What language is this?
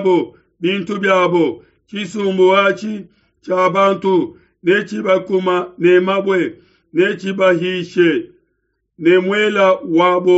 Luba-Lulua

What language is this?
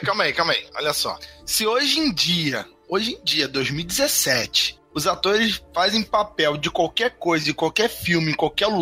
Portuguese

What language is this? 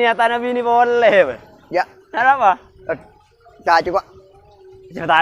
Madurese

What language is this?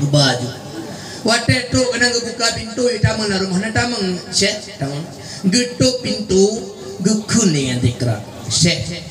Achinese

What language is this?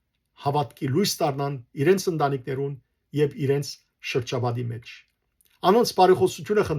Western Armenian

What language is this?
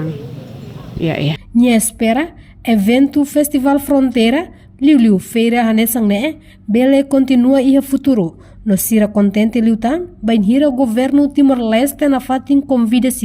Tetum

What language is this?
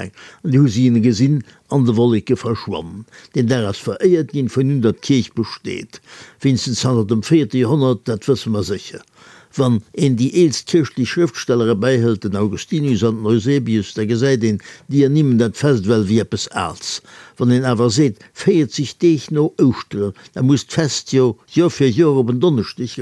Luxembourgish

